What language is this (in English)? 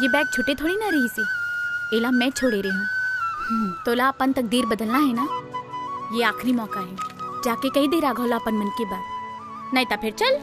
Chhattisgarhi